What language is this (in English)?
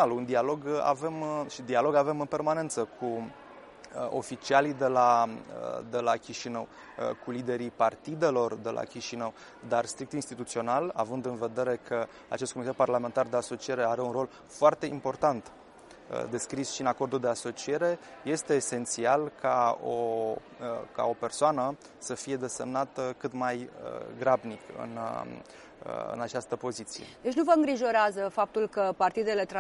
Romanian